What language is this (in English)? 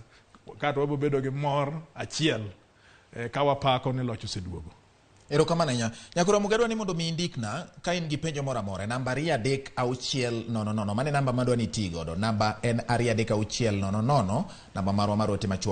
Luo (Kenya and Tanzania)